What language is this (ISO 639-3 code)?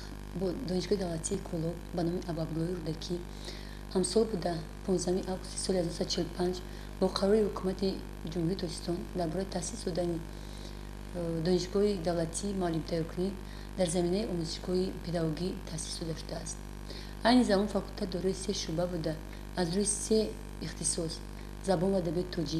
tgk